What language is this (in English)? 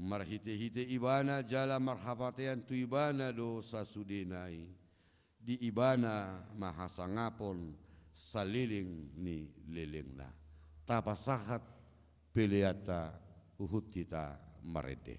Batak Toba